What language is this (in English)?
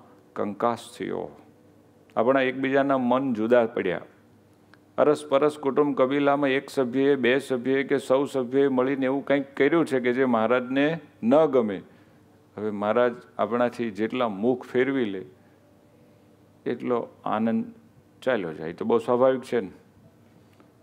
Gujarati